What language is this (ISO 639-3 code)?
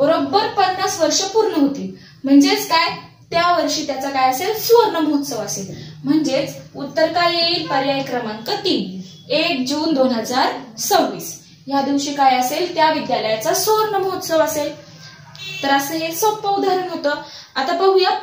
mar